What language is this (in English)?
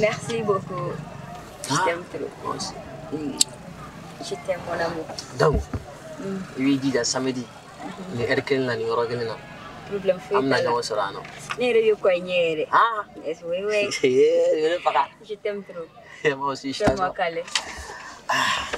Bambara